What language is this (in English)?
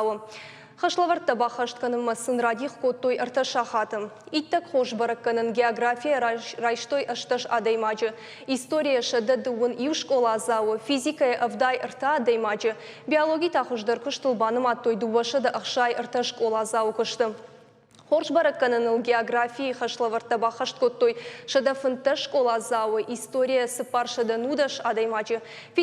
Ossetic